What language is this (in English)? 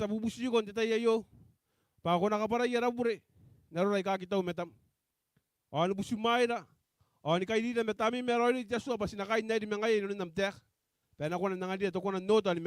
Gilbertese